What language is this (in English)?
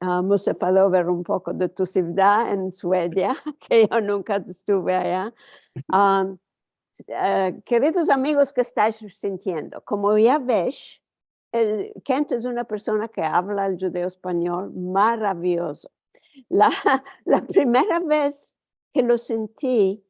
Ladino